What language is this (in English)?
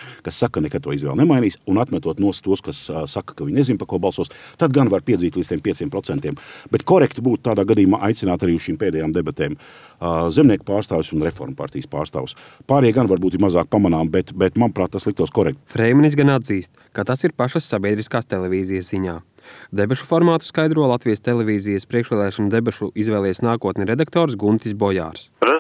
Latvian